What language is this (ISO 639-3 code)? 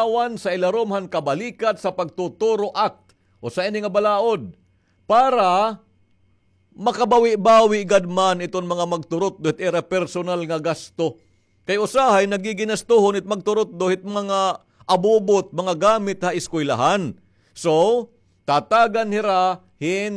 war